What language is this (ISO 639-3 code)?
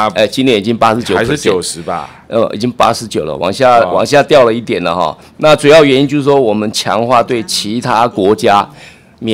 zho